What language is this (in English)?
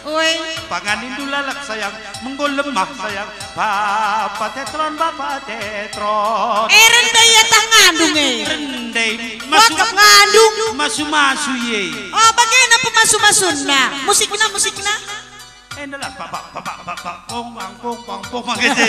Batak Karo